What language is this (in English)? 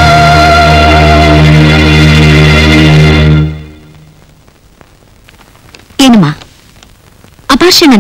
Kannada